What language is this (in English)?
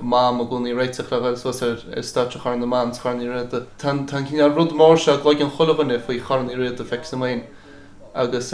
Irish